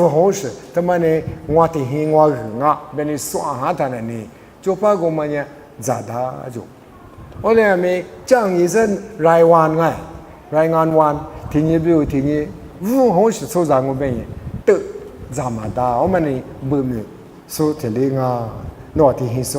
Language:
Lisu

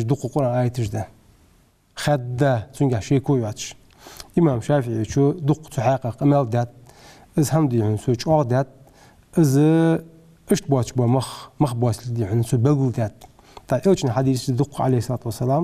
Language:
Ingush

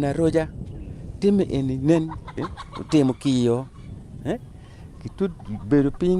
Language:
Acoli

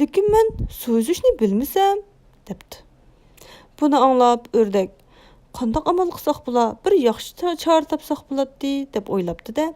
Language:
Uyghur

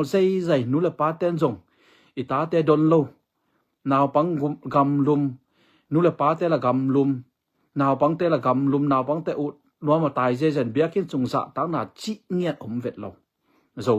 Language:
Tedim Chin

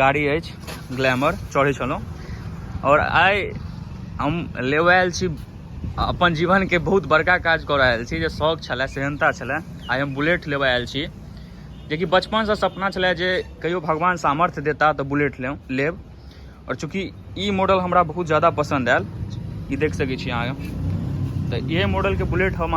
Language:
Maithili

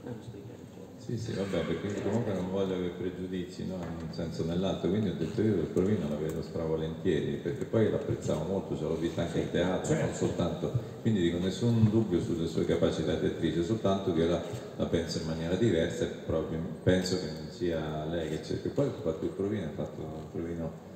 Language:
Italian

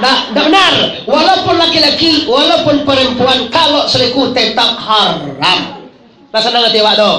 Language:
Minangkabau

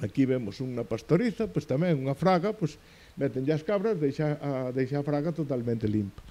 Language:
Galician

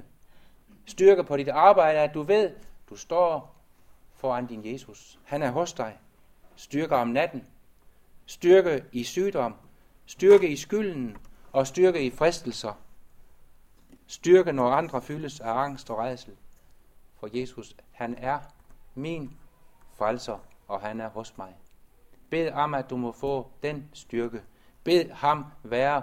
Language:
Danish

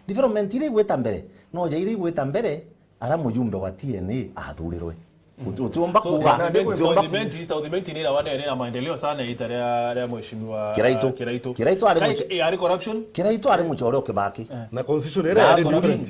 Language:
Meru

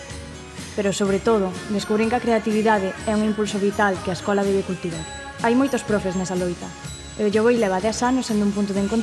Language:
Galician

